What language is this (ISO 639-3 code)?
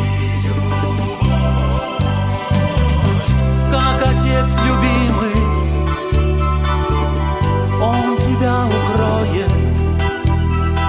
rus